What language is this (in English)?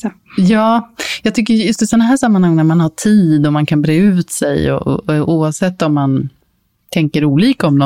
Swedish